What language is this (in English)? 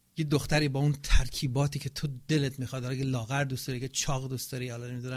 Persian